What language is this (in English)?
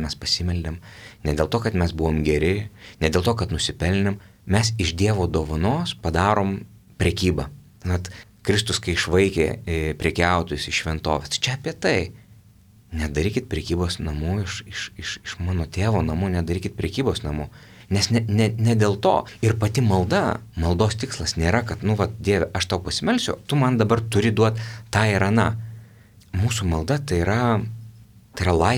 Lithuanian